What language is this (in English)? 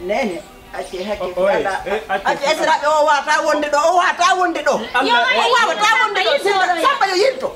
Fula